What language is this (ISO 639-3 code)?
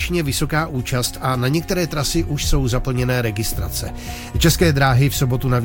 ces